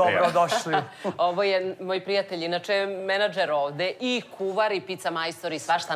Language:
Serbian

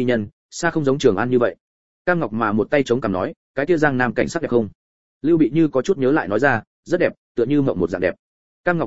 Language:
Vietnamese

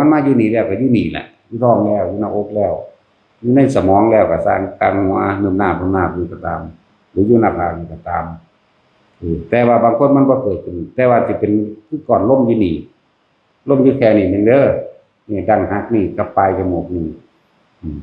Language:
Northeastern Thai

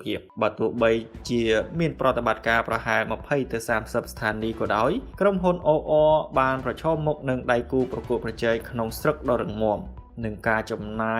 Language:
Khmer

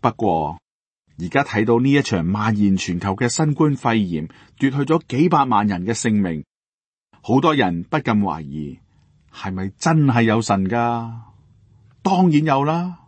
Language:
Cantonese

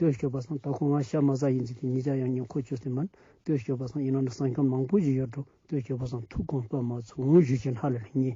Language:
Ladakhi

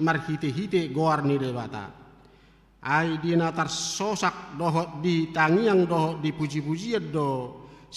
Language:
Batak Toba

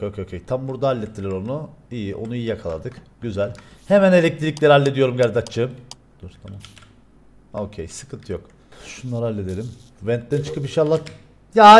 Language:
Turkish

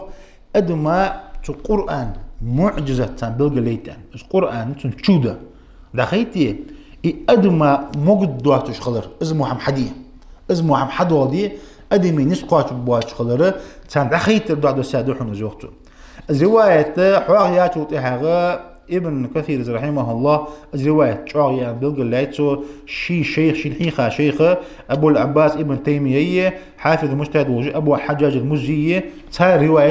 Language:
Ingush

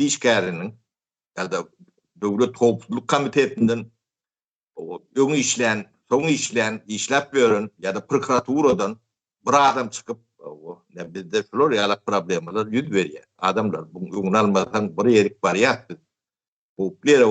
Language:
Turkmen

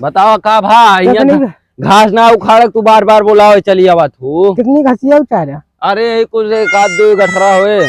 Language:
Awadhi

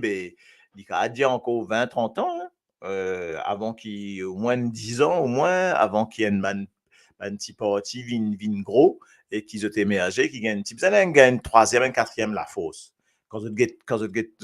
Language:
Morisyen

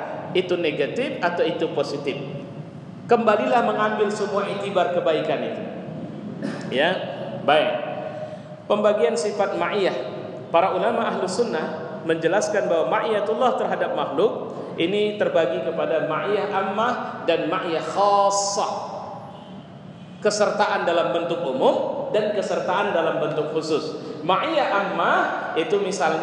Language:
Indonesian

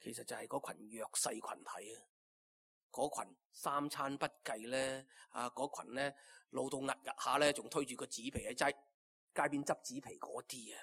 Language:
Cantonese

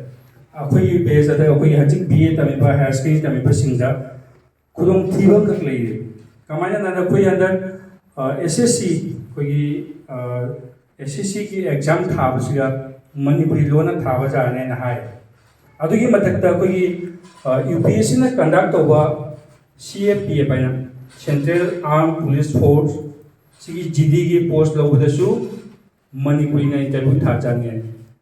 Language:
Manipuri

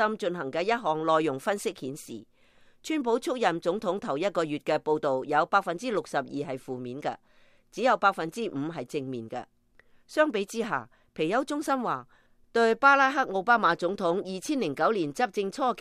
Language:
Cantonese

